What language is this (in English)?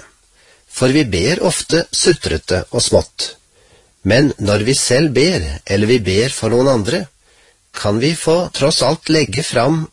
Norwegian